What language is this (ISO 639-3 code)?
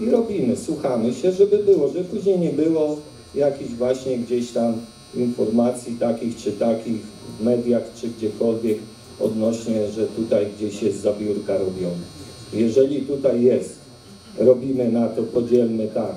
pol